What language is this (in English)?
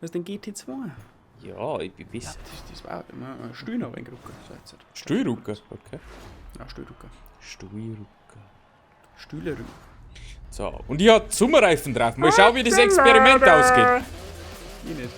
Bavarian